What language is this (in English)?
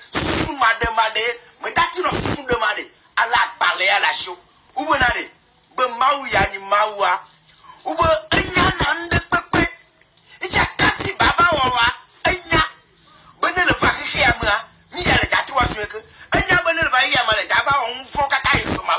Ewe